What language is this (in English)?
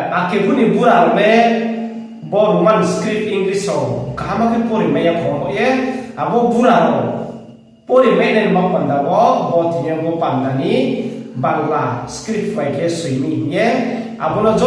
Riang (India)